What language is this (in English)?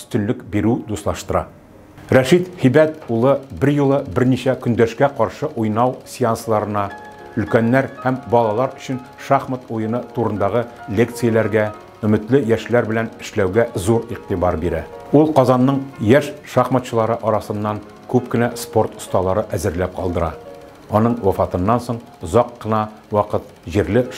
Tatar